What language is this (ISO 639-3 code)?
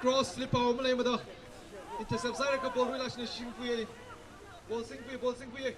nmf